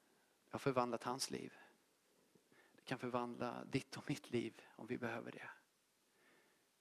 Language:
Swedish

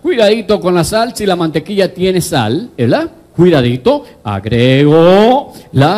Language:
Spanish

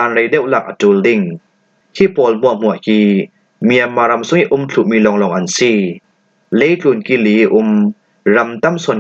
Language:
Hakha Chin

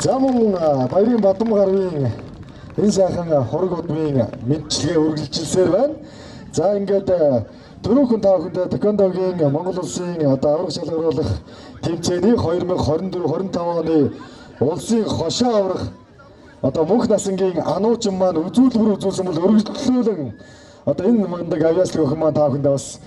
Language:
Mongolian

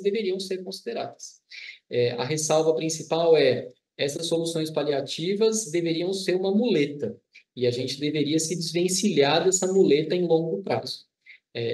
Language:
Portuguese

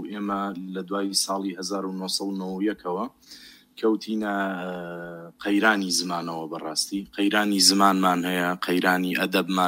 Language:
Central Kurdish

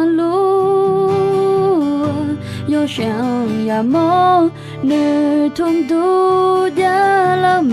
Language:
Akha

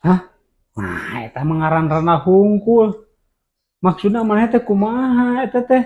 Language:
Sundanese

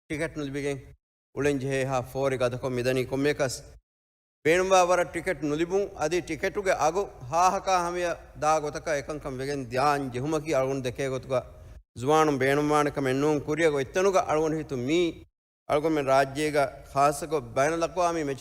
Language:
Divehi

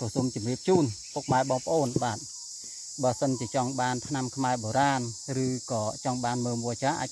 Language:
Khmer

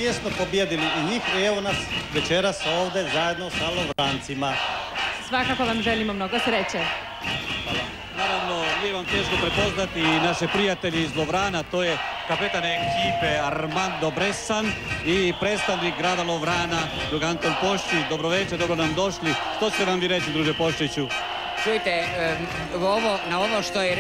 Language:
Croatian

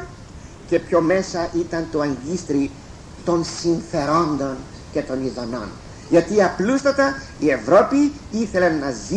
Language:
Greek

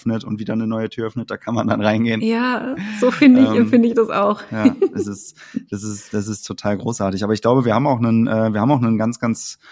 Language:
German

